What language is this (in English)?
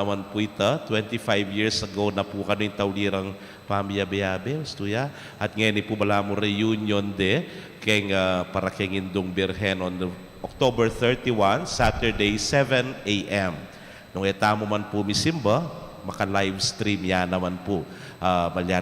Pampanga